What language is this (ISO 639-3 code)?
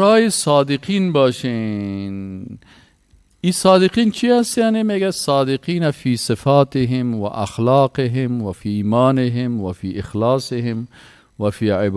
fas